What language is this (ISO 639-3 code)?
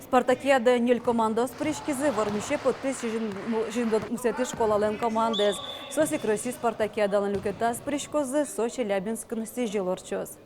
udm